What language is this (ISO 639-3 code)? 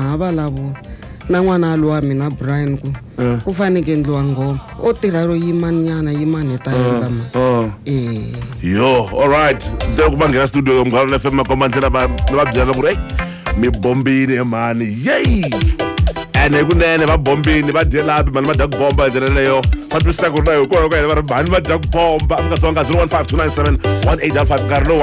tso